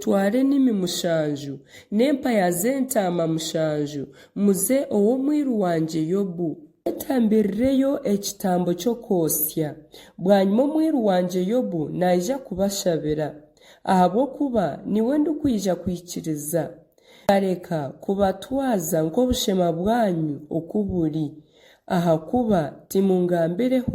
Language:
Nyankole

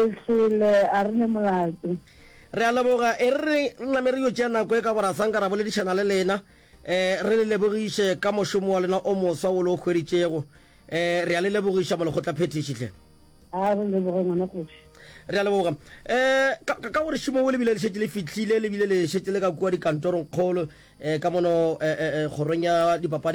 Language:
Northern Sotho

